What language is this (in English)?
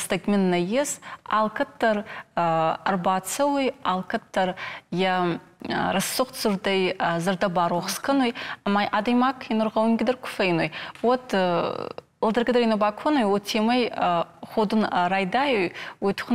Ossetic